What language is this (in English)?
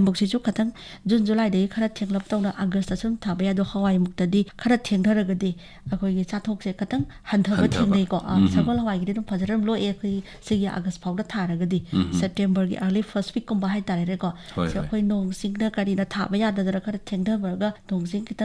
Manipuri